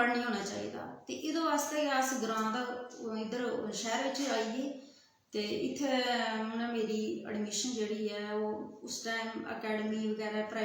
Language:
Dogri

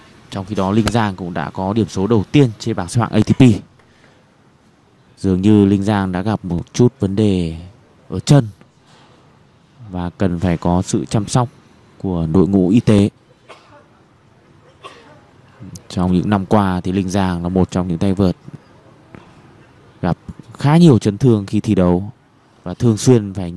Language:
Vietnamese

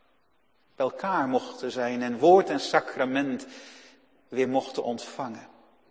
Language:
Dutch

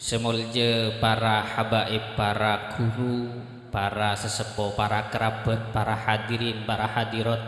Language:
Madurese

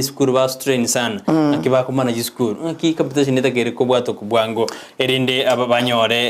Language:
Gusii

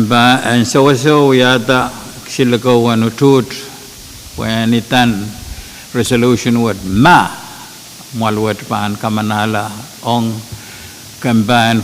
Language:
Pohnpeian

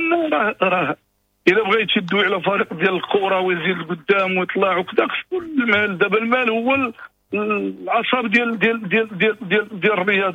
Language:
Moroccan Arabic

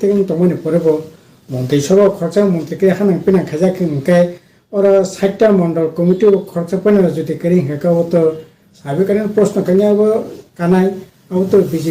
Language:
Riang (India)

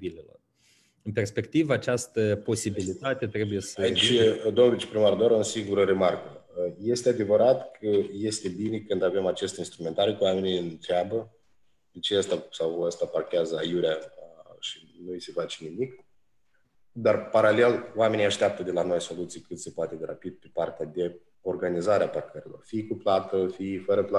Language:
Romanian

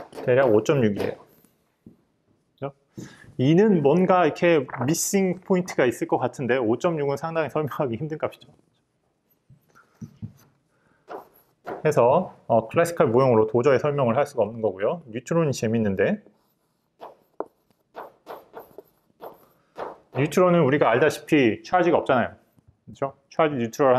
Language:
Korean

